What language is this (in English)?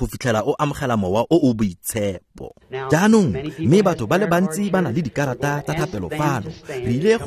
Tswana